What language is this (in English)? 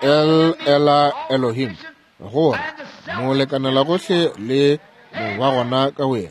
Northern Sotho